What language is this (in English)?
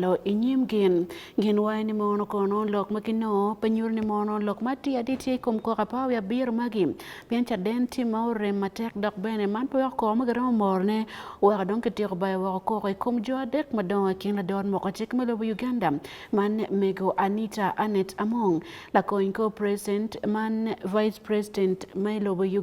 Acoli